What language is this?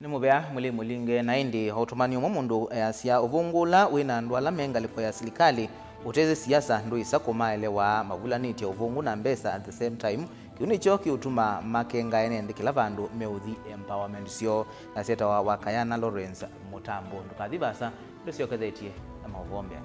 Kamba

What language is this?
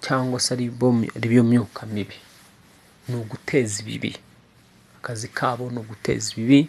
Kinyarwanda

